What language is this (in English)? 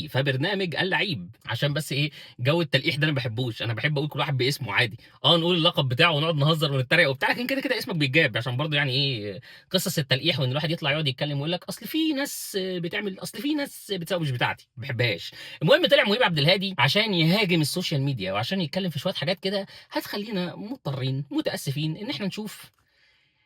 Egyptian Arabic